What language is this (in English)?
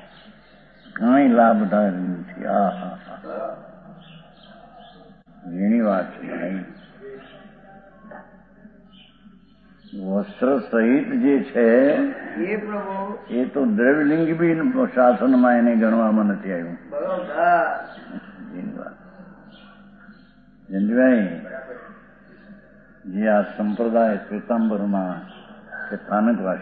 Gujarati